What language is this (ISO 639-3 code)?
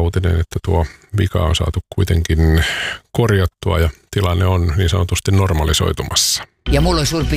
fin